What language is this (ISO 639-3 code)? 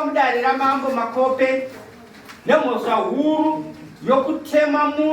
sna